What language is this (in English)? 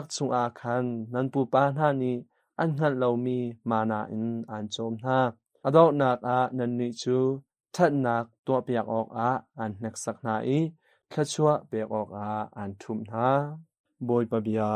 Hakha Chin